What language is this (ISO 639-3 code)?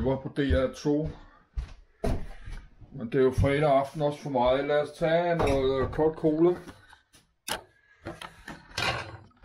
dan